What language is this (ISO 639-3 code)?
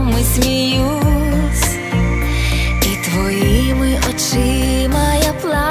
ukr